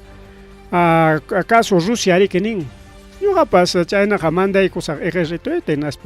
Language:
Ayacucho Quechua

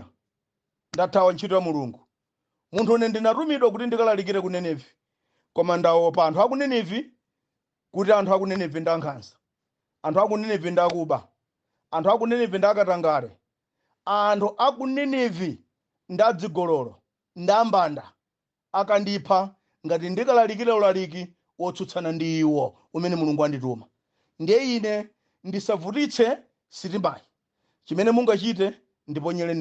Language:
Nyanja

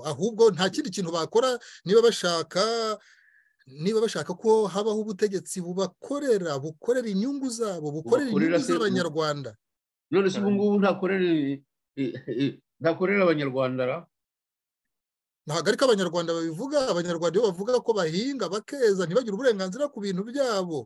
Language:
Kinyarwanda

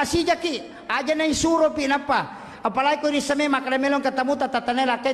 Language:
Buginese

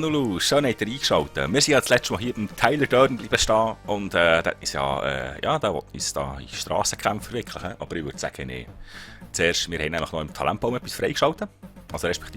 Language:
Swiss German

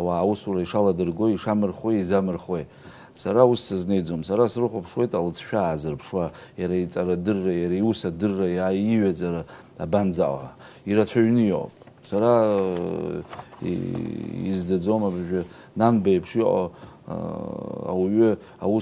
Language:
Abkhazian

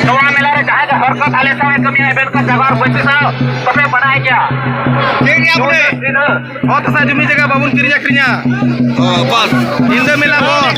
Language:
Santali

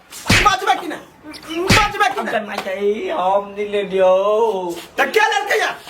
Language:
Maithili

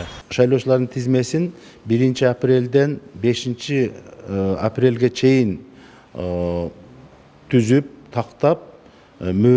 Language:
Kyrgyz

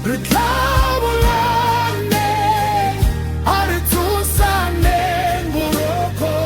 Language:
Southern Sotho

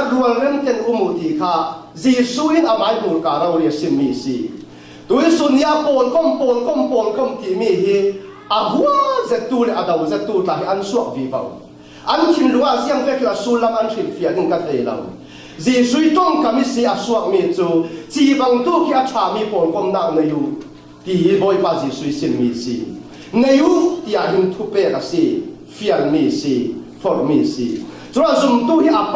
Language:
Falam Chin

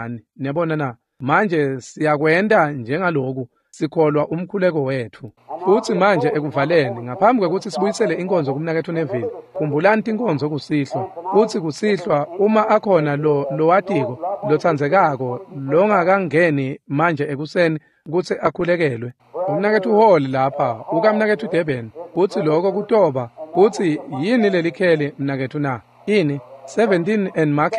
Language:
Swati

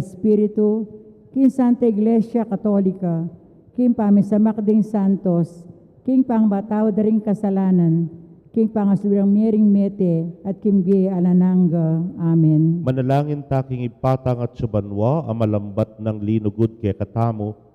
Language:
Pampanga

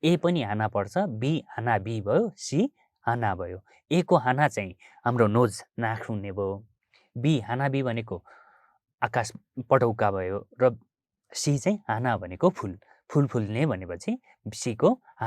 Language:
Nepali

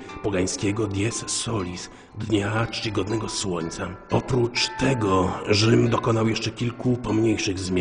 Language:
Polish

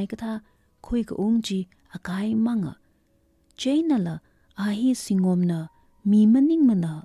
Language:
Tangkhul Naga (India)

